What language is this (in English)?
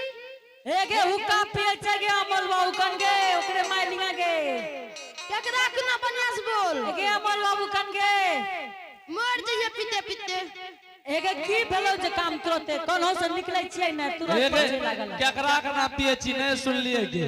Angika